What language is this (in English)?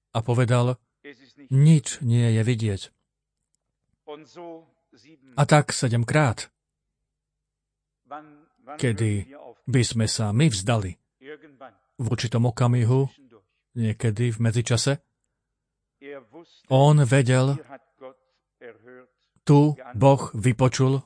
Slovak